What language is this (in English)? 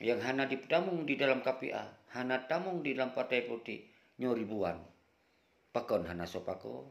Achinese